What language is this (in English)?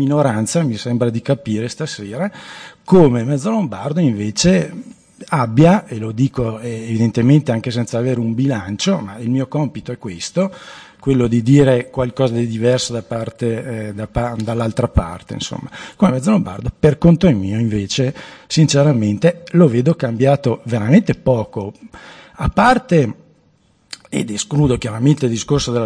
Italian